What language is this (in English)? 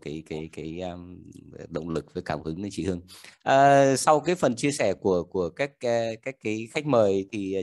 Vietnamese